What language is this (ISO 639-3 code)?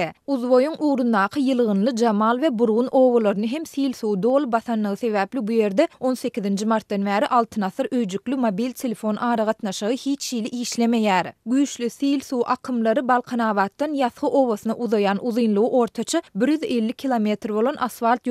tuk